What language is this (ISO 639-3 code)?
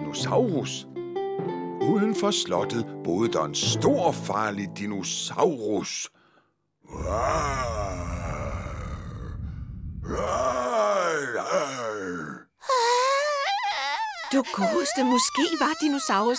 dan